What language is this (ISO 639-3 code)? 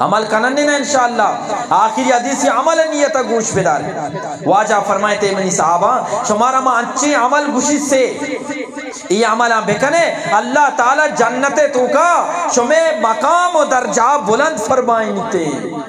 bgp